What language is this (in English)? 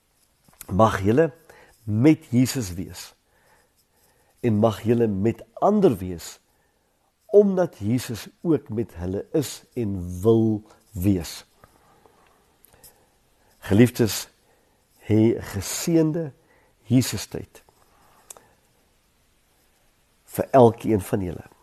Afrikaans